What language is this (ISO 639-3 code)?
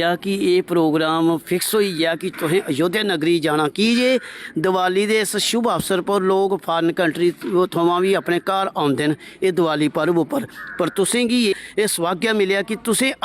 doi